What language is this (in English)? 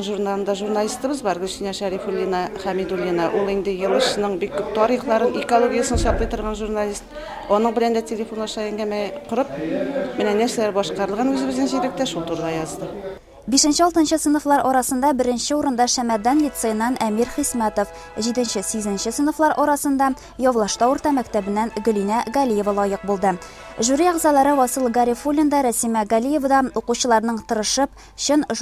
Tatar